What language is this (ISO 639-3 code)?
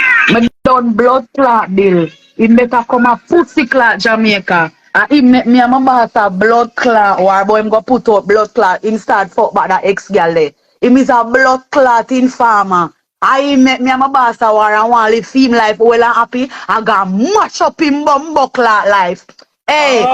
jam